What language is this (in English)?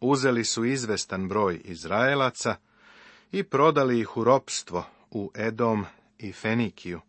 Serbian